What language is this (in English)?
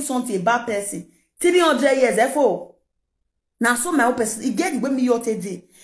Nigerian Pidgin